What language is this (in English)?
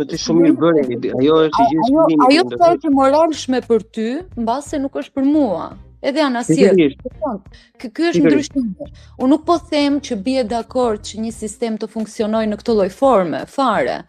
Albanian